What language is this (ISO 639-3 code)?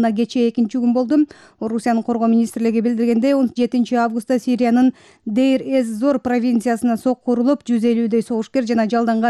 kir